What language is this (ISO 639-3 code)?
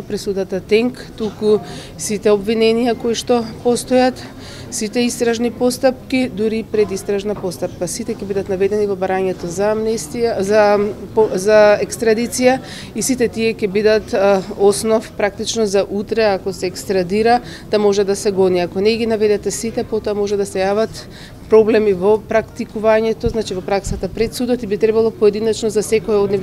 mkd